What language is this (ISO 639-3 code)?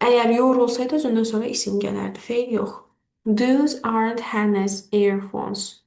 aze